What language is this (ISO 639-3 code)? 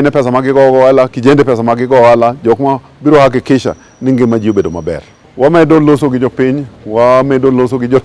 luo